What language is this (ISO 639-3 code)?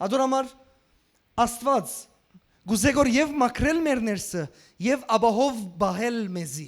hyw